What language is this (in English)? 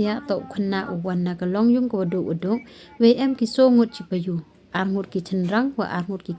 Pnar